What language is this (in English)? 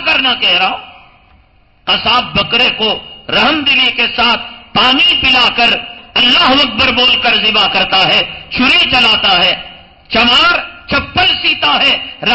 Urdu